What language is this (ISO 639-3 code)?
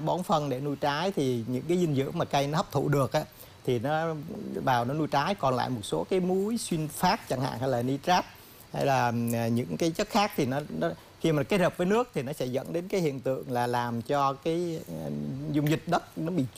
vie